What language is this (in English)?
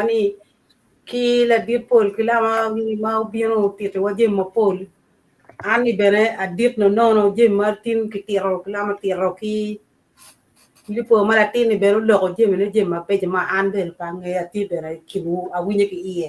Acoli